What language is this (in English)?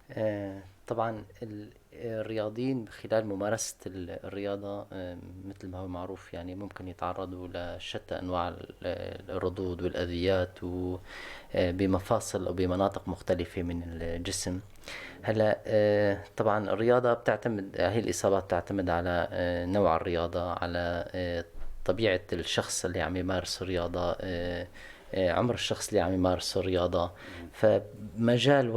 North Levantine Arabic